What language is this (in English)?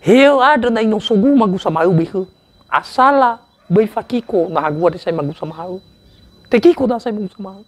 Nias